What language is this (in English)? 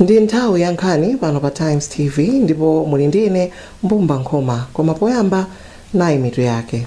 Nyanja